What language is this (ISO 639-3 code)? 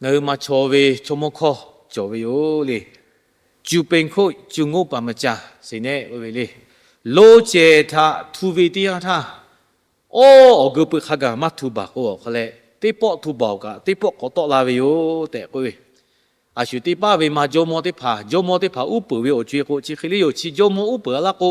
lhu